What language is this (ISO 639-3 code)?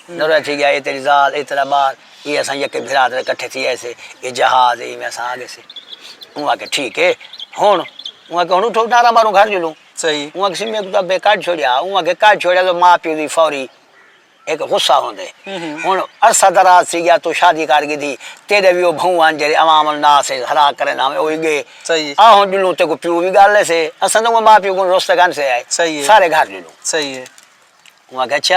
skr